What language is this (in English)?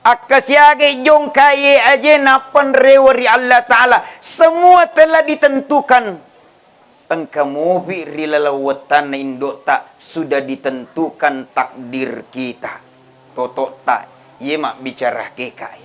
Buginese